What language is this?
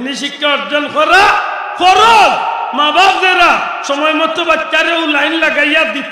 Sylheti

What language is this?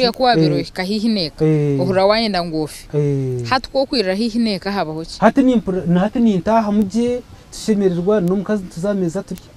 Nyankole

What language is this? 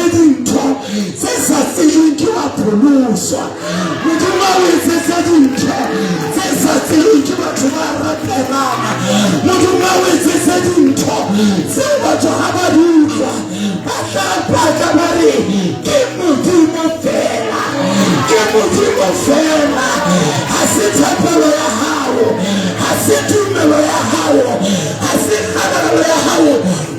Southern Sotho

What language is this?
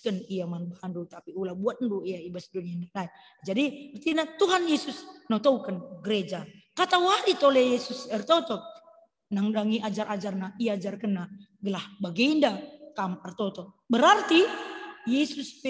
Batak Karo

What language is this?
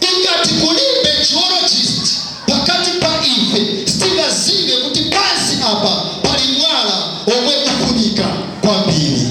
Nyanja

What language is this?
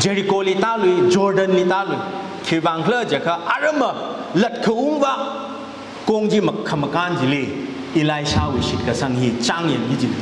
Tangkhul Naga (India)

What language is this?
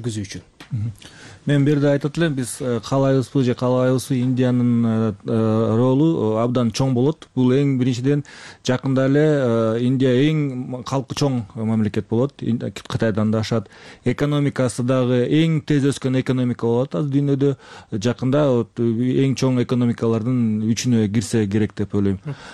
Kyrgyz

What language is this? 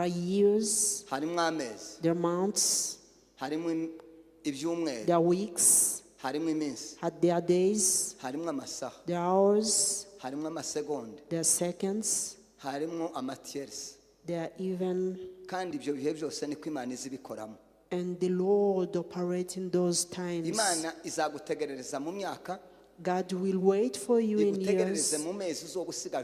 Kinyarwanda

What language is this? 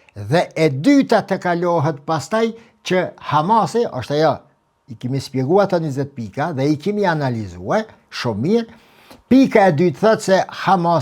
Albanian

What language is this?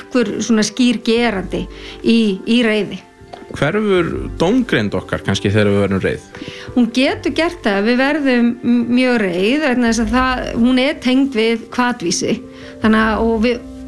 Icelandic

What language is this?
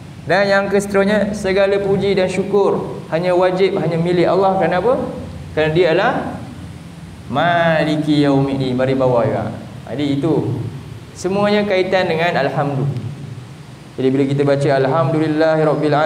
Malay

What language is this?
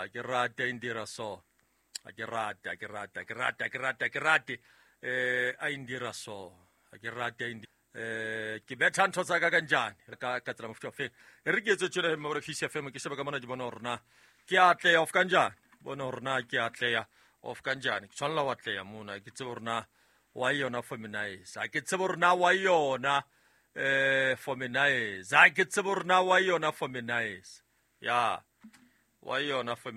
Southern Sotho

